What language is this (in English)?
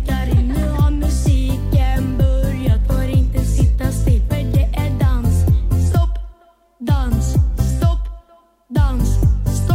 Swedish